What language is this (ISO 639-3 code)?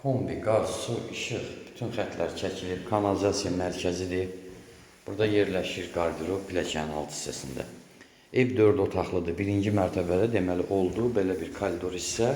aze